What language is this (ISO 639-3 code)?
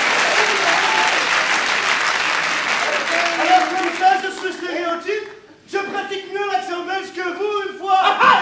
fra